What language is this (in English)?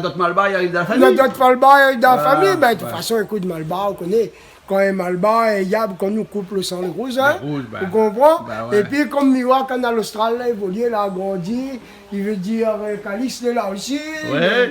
Réunion Creole French